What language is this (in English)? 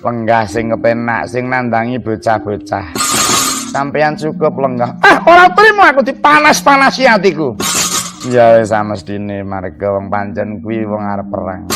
Javanese